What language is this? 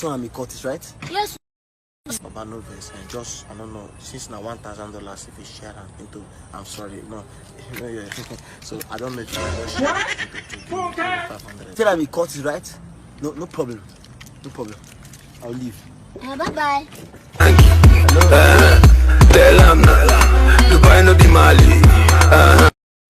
Nigerian Pidgin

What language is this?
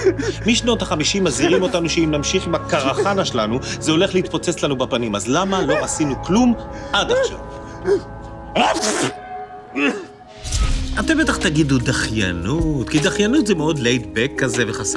Hebrew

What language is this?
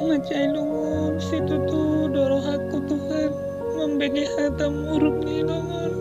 Batak Toba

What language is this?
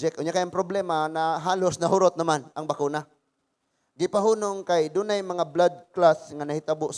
Cebuano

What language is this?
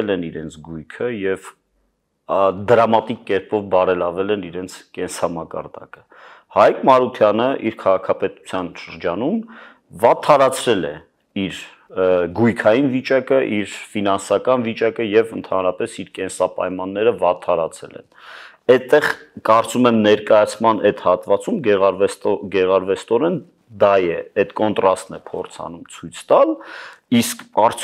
Armenian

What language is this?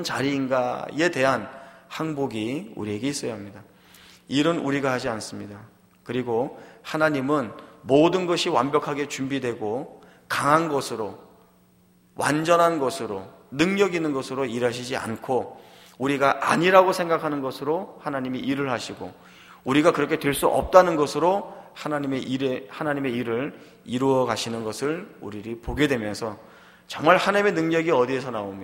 Korean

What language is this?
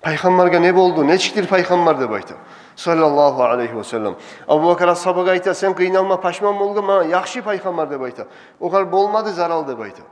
Kumyk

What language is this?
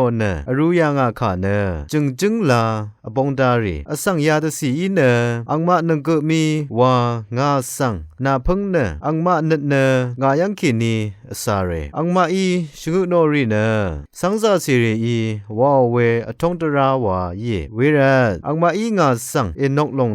Rawang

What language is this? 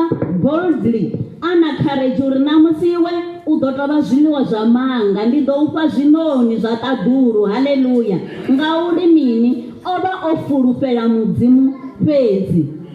Venda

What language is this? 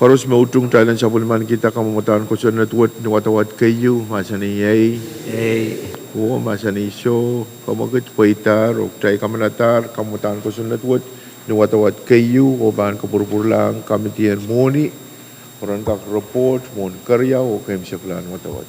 Pohnpeian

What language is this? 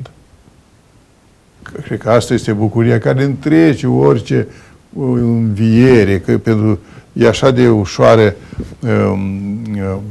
Romanian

